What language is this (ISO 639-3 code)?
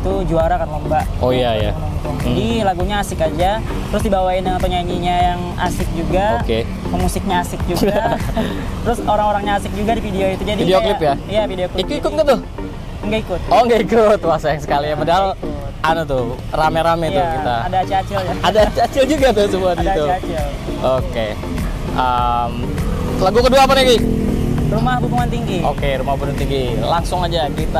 bjn